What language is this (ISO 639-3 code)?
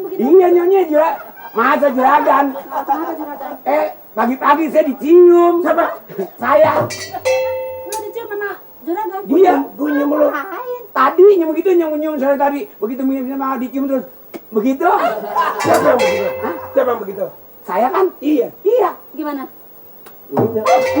bew